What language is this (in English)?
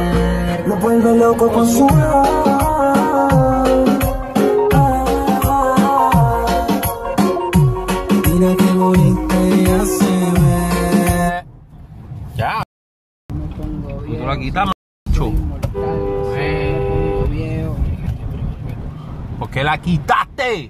Spanish